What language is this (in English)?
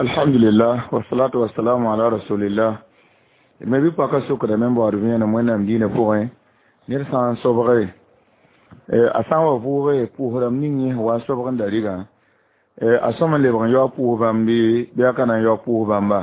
Mossi